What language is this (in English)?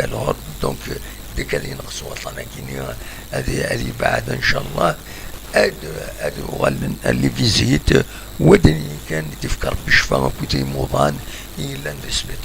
Kabyle